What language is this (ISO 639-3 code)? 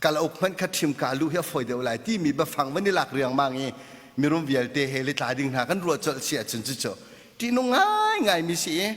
cnh